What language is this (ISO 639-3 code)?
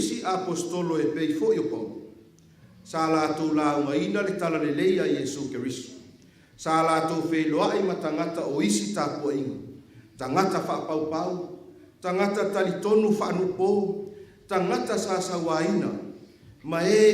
smo